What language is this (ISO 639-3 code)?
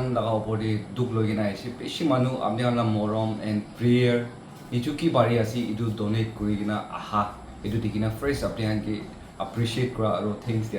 nag